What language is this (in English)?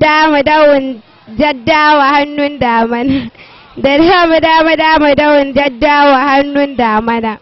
Hausa